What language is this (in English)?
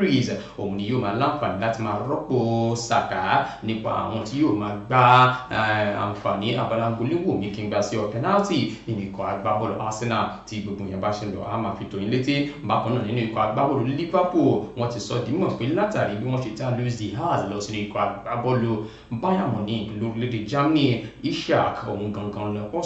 Yoruba